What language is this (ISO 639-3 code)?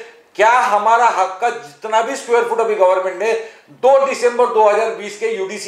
hin